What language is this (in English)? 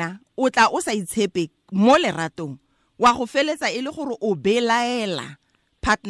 Tswana